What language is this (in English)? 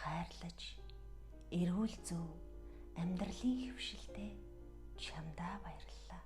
Mongolian